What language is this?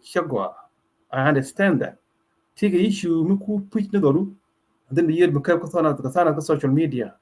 Nuer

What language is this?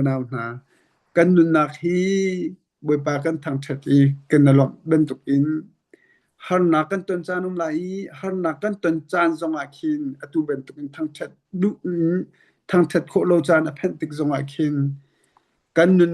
Hakha Chin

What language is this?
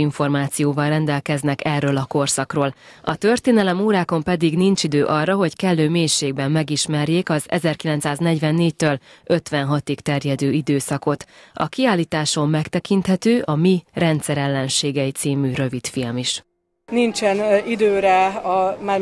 Hungarian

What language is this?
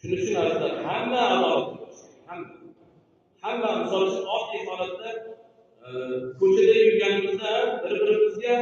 Uzbek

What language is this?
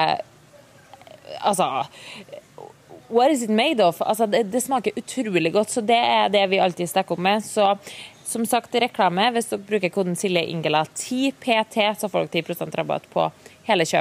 Norwegian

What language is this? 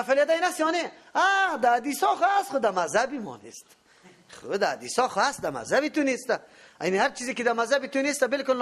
Persian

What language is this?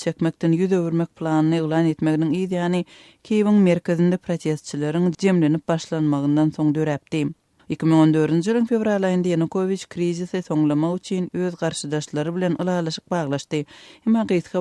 Turkmen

